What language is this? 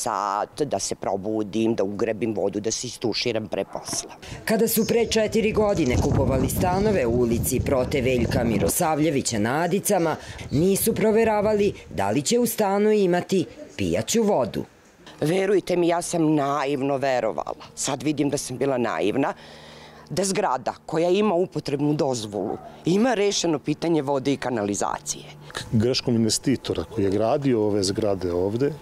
Serbian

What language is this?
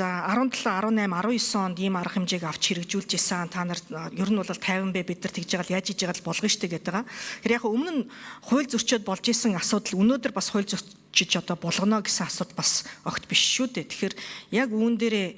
Mongolian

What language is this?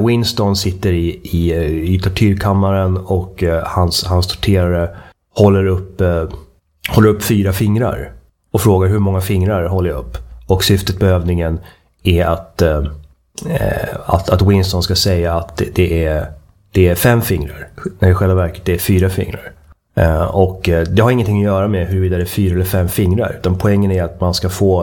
Swedish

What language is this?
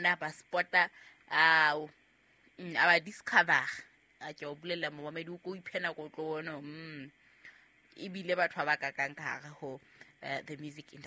Southern Sotho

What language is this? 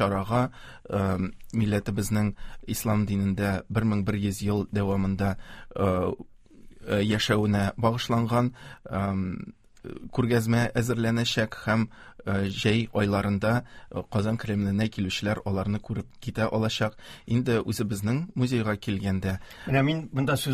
Tatar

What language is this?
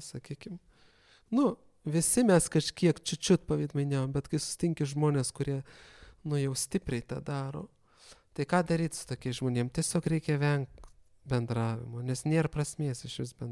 Lithuanian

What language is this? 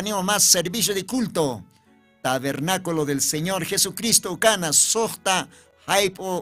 Aymara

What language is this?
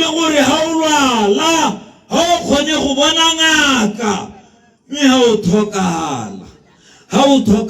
Tswana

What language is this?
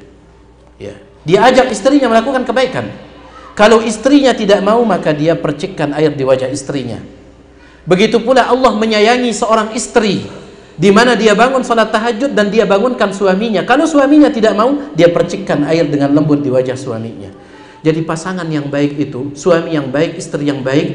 Indonesian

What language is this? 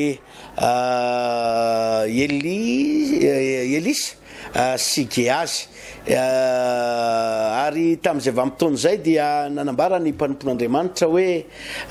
Malagasy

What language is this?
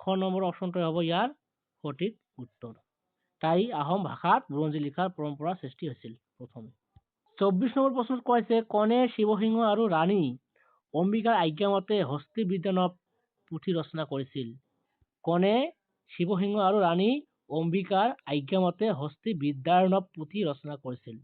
Assamese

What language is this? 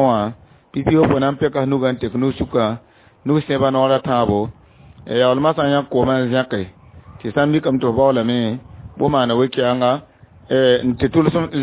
Mossi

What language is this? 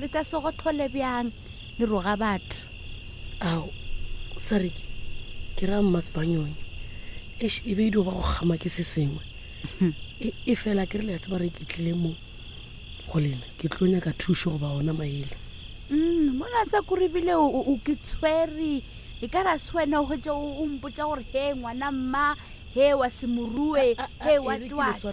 Northern Sotho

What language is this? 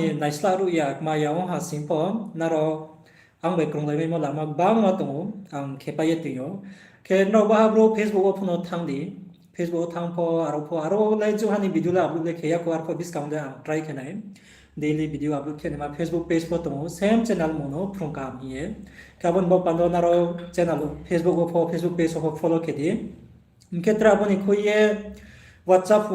Riang (India)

